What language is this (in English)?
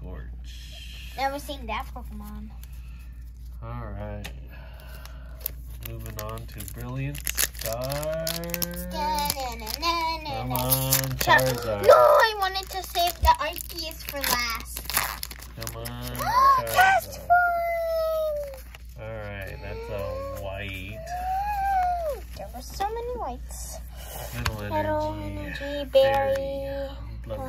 English